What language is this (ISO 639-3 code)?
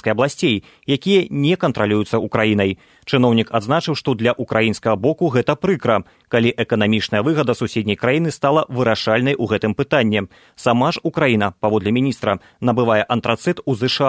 bel